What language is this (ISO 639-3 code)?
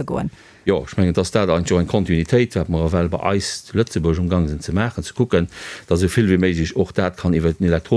ltz